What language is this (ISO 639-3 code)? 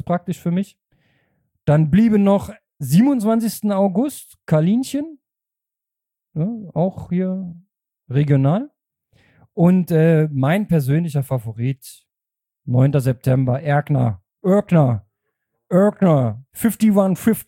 deu